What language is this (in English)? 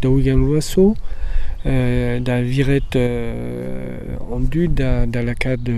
Breton